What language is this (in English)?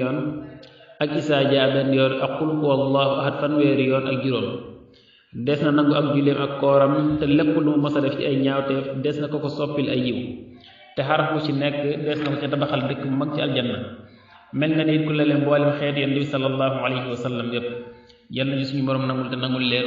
Wolof